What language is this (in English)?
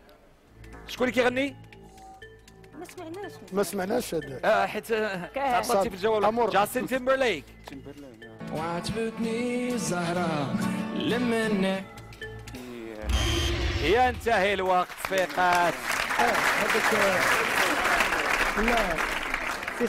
Moroccan Arabic